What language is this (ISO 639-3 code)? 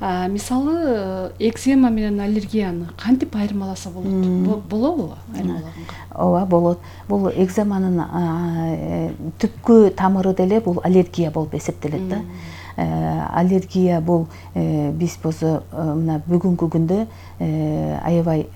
kir